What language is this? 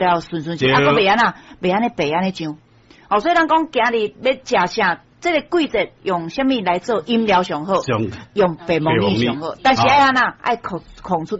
Min Nan Chinese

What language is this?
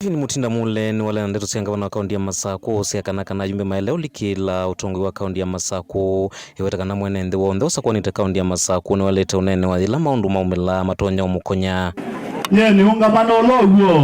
Kamba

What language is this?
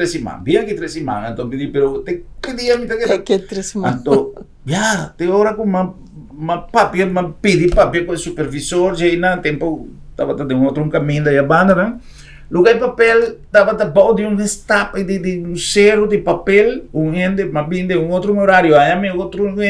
Papiamento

